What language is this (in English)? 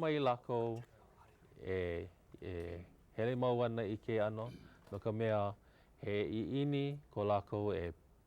Hawaiian